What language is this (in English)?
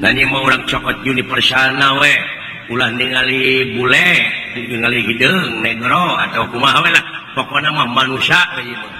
Sundanese